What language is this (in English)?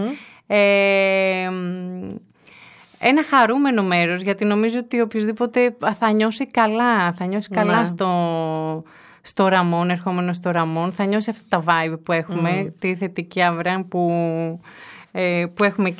Greek